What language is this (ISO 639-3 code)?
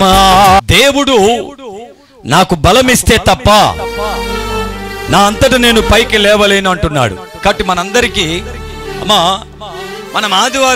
tel